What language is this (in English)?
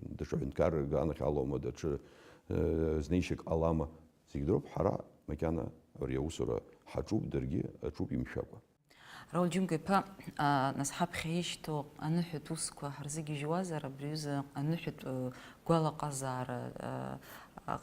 Abkhazian